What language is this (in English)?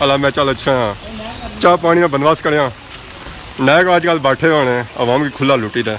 Pahari-Potwari